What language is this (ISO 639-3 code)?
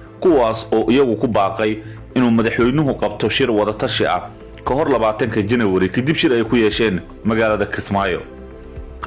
som